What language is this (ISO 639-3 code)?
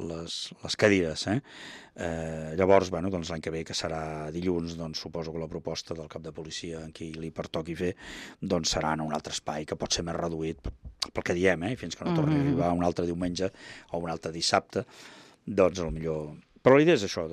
cat